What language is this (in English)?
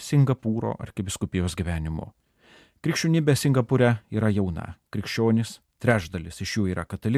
Lithuanian